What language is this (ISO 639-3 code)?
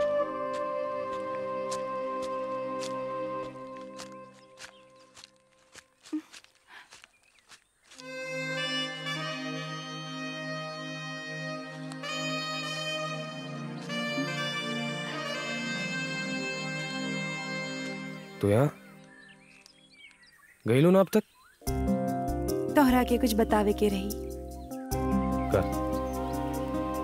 bho